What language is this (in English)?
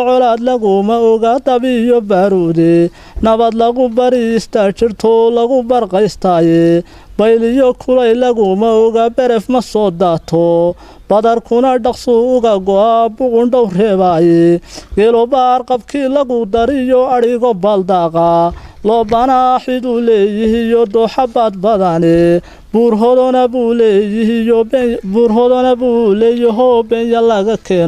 Somali